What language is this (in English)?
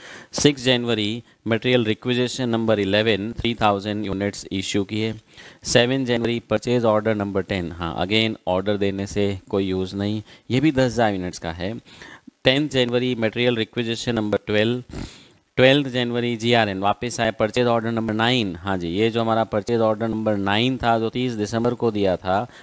Hindi